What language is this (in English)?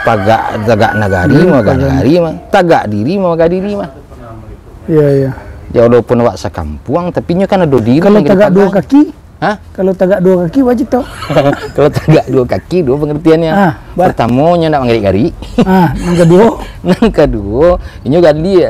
Minangkabau